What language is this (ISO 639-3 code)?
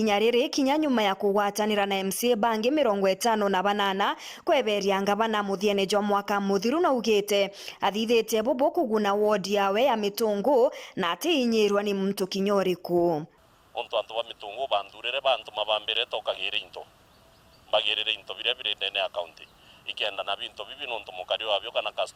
mer